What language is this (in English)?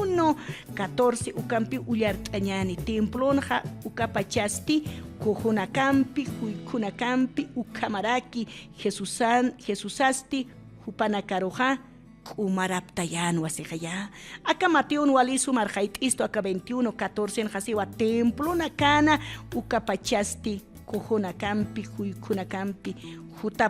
Aymara